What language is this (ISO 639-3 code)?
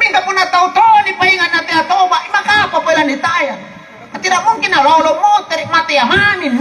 mak